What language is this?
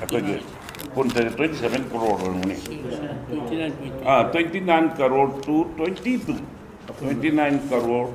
Manipuri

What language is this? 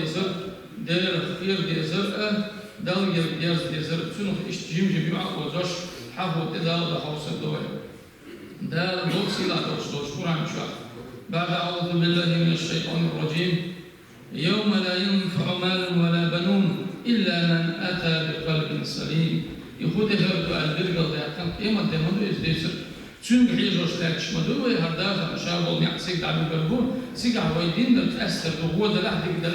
Chechen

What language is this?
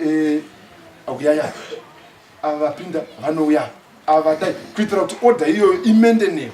Shona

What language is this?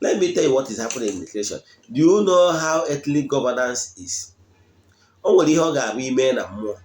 Igbo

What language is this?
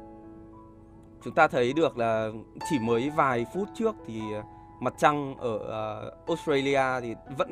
Vietnamese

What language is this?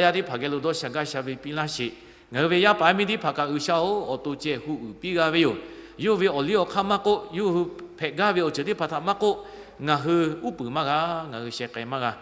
Lahu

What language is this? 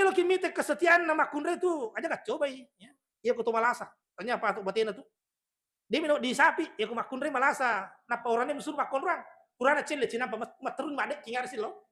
Buginese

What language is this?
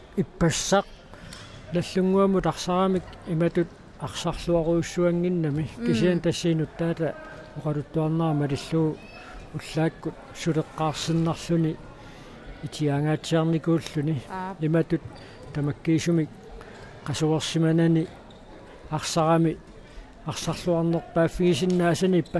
Kalaallisut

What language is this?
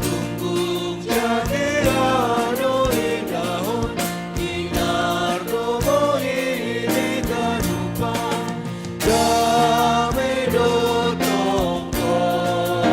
Batak Simalungun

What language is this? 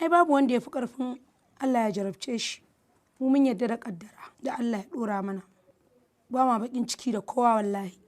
Hausa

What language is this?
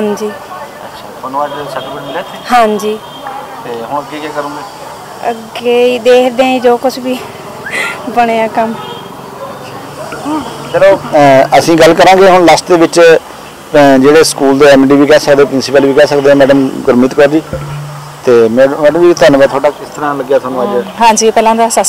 Punjabi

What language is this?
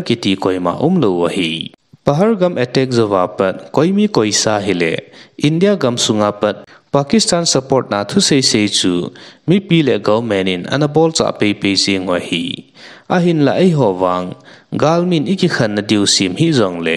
Thado Chin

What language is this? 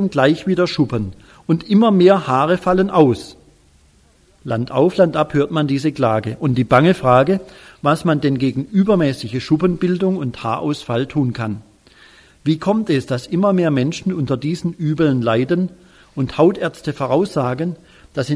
German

